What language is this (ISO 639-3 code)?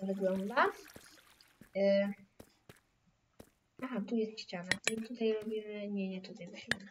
pol